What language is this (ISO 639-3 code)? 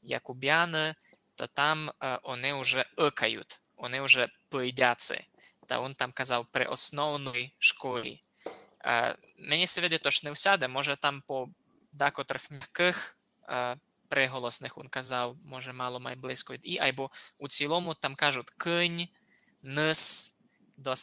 rue